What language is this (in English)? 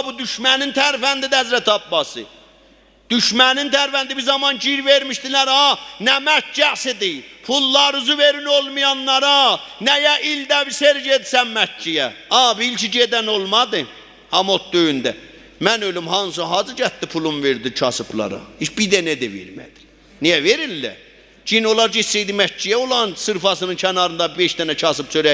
South Azerbaijani